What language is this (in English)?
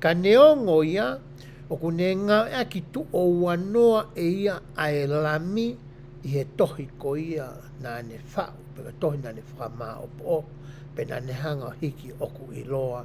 Tongan